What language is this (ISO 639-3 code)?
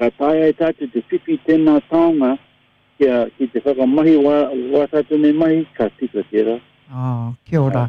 mri